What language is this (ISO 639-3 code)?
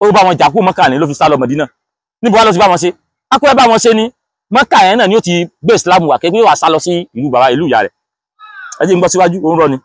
yor